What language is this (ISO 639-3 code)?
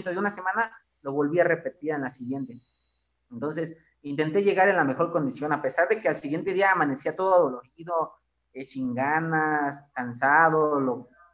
spa